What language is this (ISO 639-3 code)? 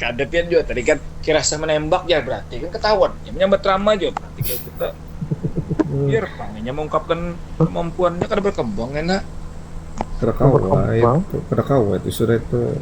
bjn